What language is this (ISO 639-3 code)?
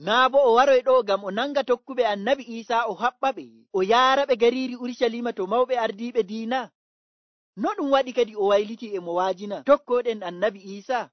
fuv